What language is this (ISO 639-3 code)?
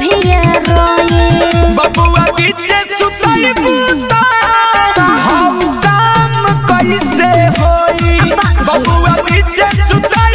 bho